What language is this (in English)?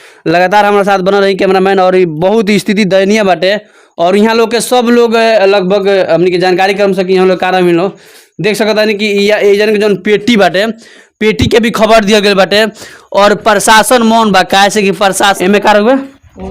Bhojpuri